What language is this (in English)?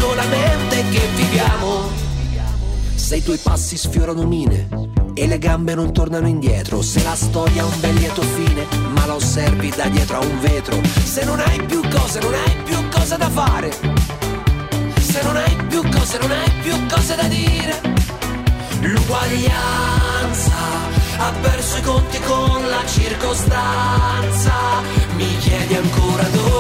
Italian